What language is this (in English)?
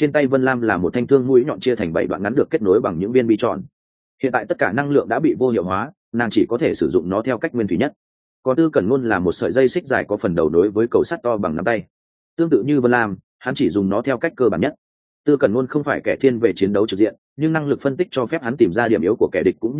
Vietnamese